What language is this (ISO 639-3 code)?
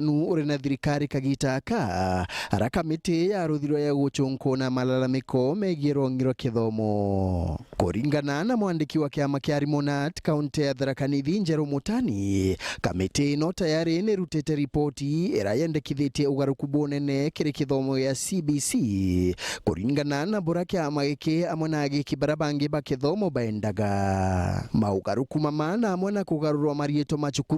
mer